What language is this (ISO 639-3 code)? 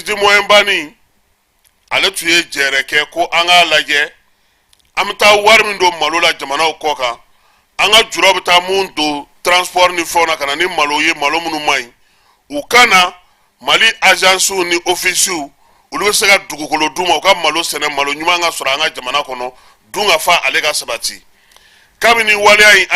bam